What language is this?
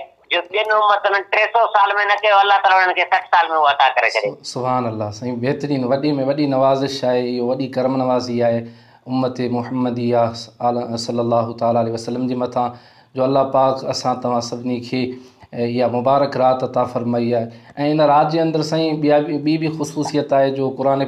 Sindhi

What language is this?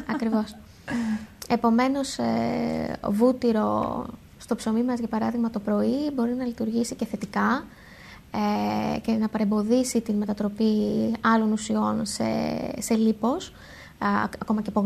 Greek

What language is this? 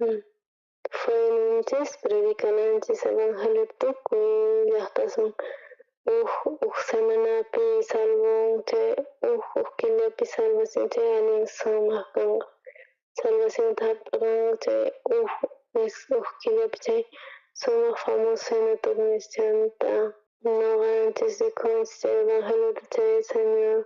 South Bolivian Quechua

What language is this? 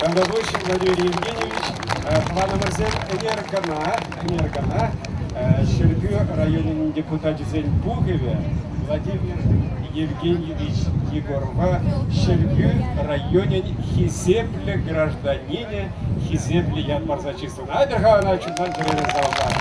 Chuvash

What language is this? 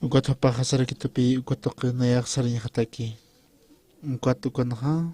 Aymara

